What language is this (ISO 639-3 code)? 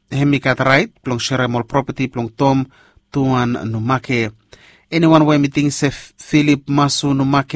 bis